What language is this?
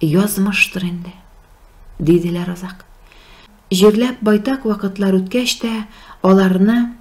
Tatar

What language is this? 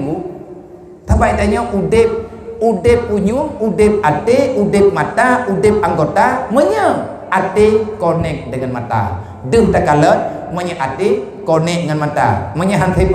Achinese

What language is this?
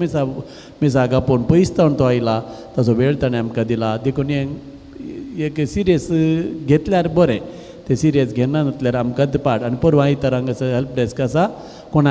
Konkani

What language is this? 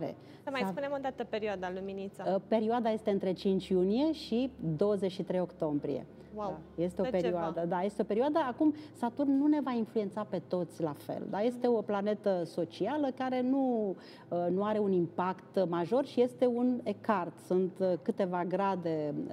Romanian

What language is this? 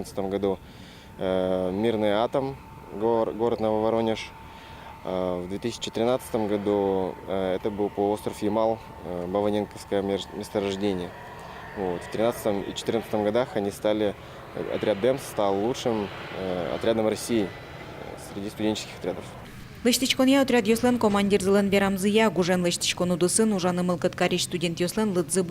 Udmurt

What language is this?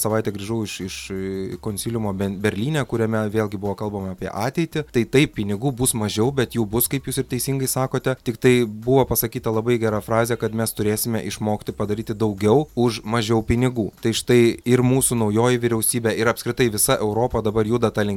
Lithuanian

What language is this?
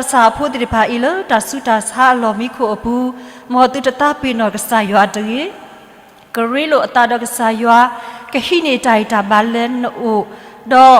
S'gaw Karen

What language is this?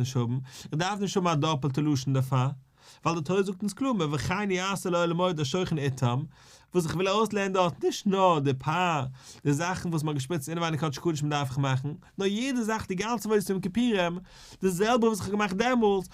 Yiddish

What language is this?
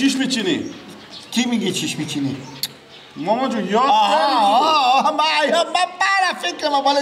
Persian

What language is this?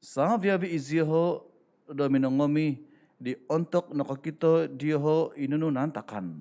Central Dusun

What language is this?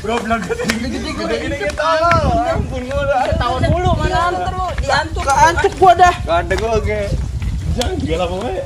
Betawi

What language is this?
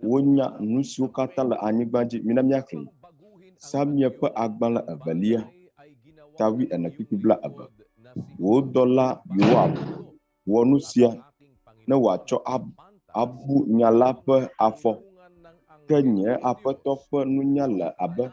Ewe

